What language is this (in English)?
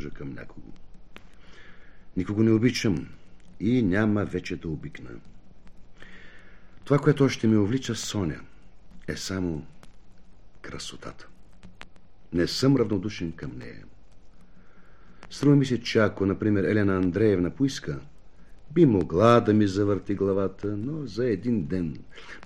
Bulgarian